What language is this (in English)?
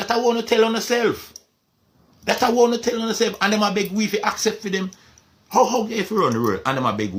Jamaican Creole English